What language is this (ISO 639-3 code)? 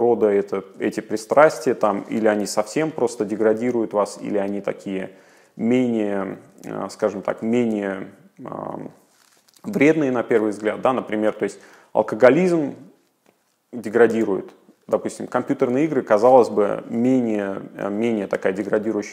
rus